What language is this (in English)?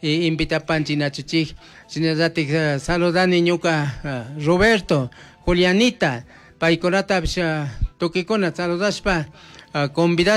Chimborazo Highland Quichua